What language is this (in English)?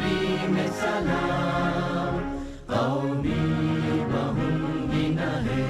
Divehi